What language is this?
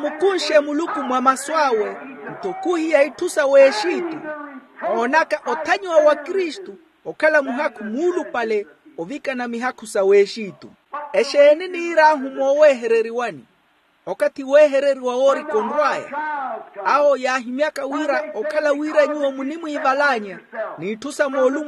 Makhuwa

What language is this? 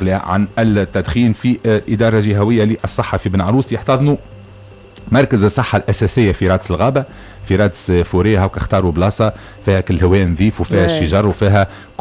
Tunisian Arabic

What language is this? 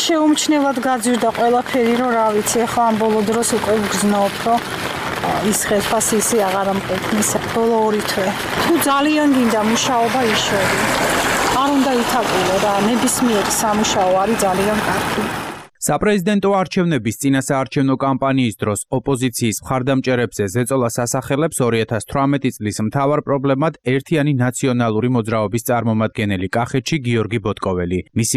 Georgian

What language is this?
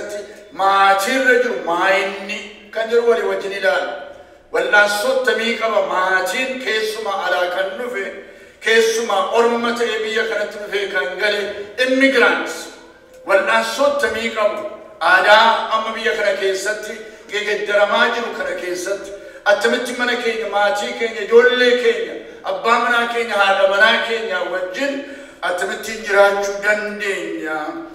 Oromo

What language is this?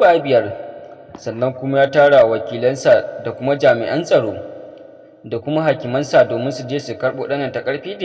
Hausa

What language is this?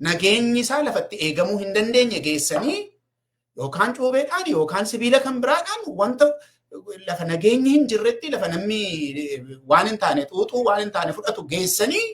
Oromo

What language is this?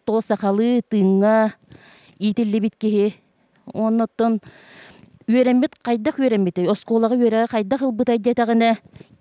Yakut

